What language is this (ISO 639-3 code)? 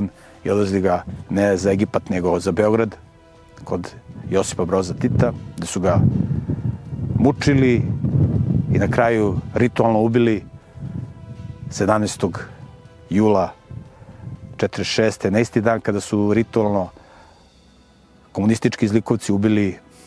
srp